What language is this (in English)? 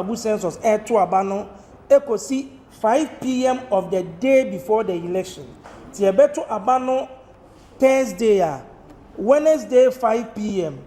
Akan